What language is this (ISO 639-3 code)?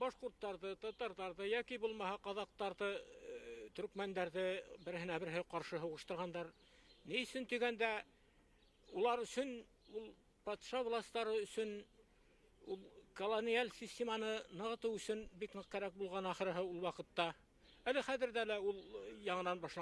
bak